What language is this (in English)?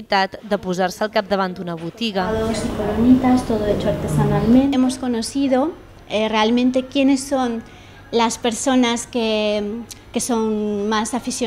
Catalan